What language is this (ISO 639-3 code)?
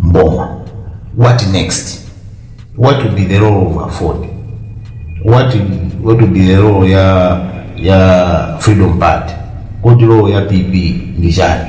nya